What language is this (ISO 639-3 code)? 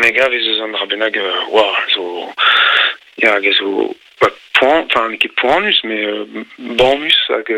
bre